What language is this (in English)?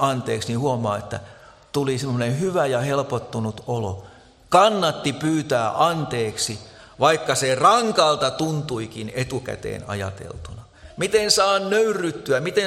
Finnish